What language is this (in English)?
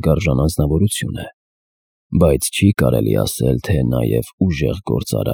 Armenian